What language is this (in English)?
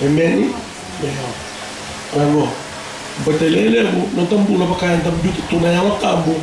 Fijian